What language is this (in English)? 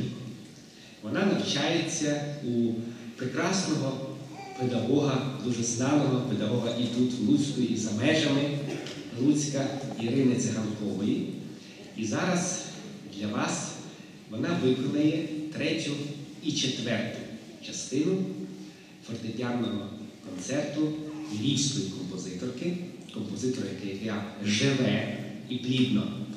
Ukrainian